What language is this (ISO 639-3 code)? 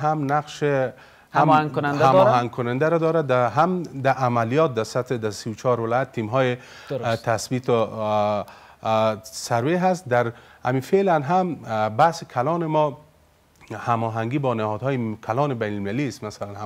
fas